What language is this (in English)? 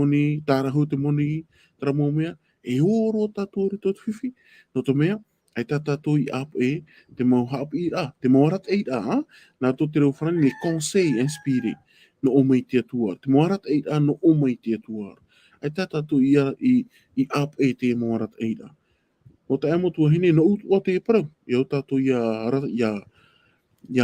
Tahitian